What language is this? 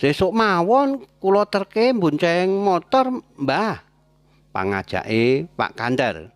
Javanese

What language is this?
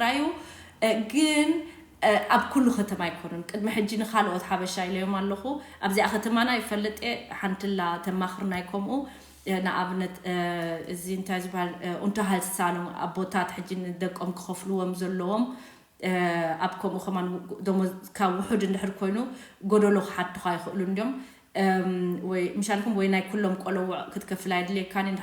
Tigrinya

